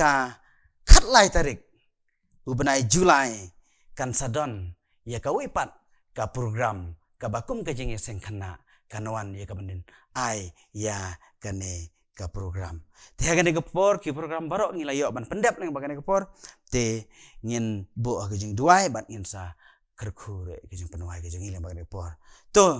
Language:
Khasi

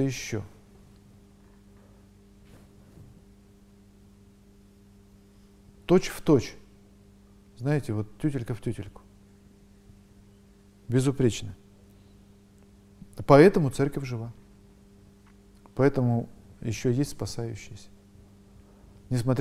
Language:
Russian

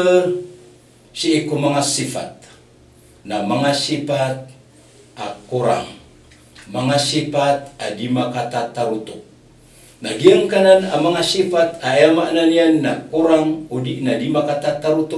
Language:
Maranao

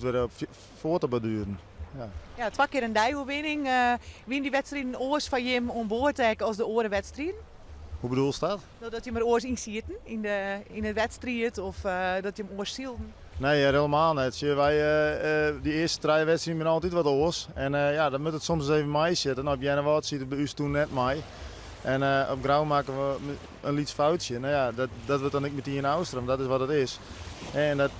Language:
Western Frisian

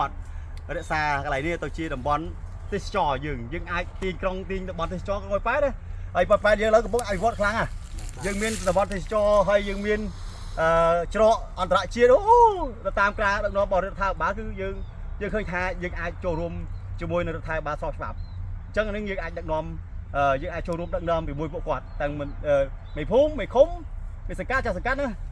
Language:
Khmer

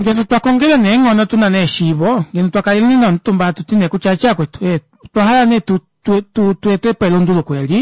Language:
Kuanyama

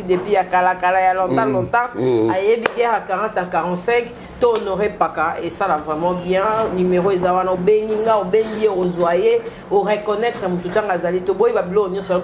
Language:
Lingala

